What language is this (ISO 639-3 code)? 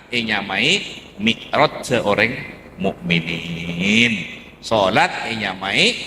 mad